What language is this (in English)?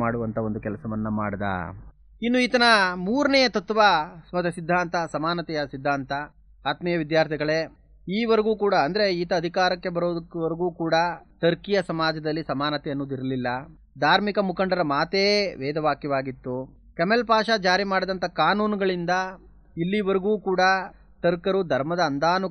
Kannada